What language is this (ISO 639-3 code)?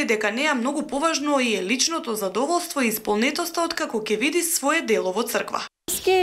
mkd